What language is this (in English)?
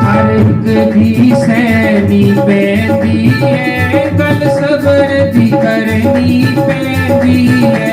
Dogri